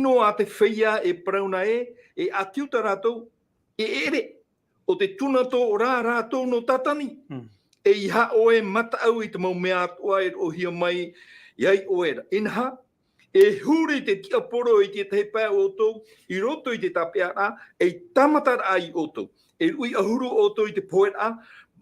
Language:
Tahitian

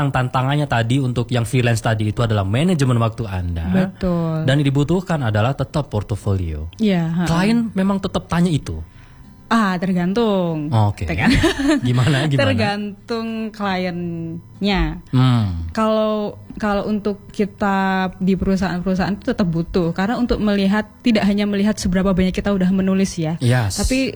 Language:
Indonesian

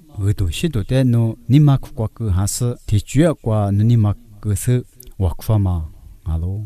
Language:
Lisu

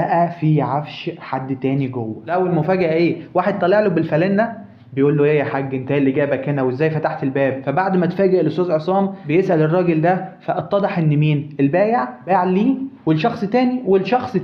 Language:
Egyptian Arabic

